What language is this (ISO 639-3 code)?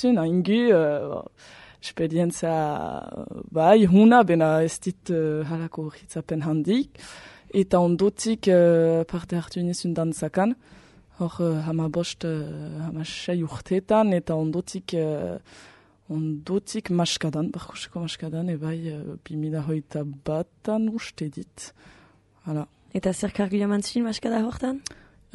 eus